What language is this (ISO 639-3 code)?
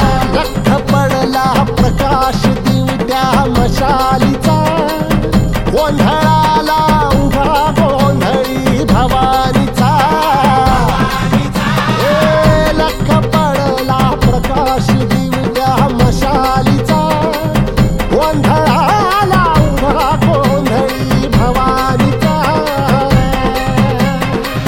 mar